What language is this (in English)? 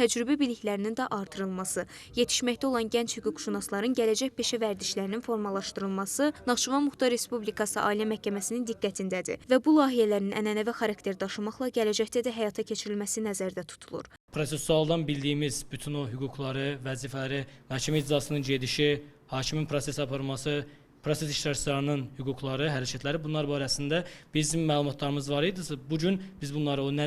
Azerbaijani